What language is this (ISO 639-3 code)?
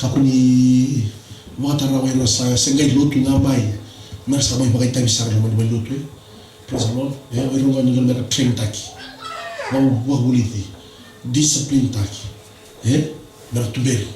fij